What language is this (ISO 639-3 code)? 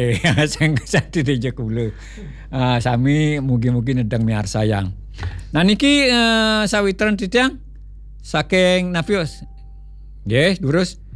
ban